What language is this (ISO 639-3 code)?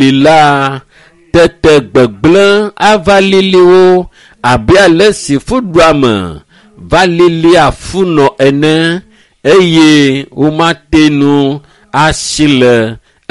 ewe